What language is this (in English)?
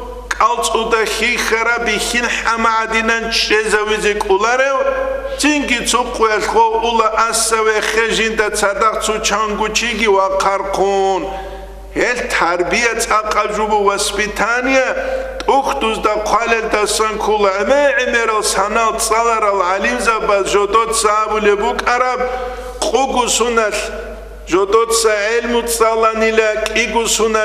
Avaric